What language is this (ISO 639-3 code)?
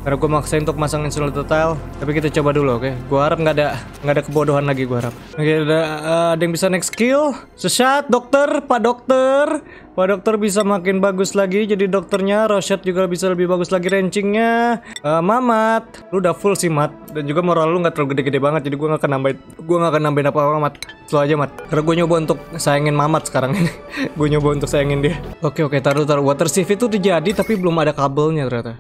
ind